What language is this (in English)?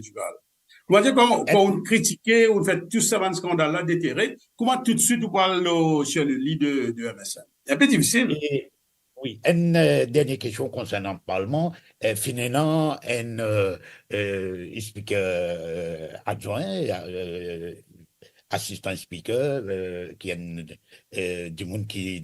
Morisyen